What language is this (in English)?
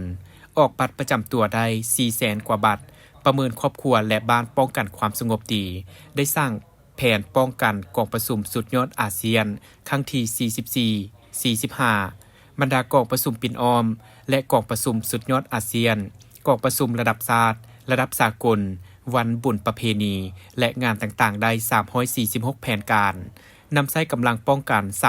Lao